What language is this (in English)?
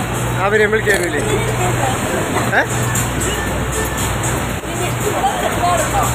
Malayalam